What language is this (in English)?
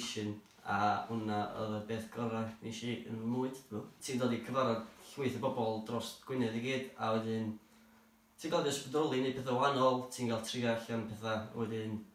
Welsh